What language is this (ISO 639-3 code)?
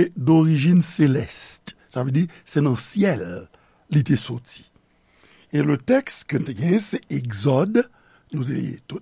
hat